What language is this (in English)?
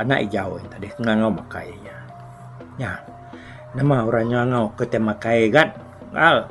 Iban